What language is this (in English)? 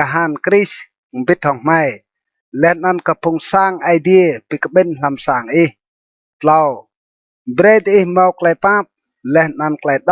Rade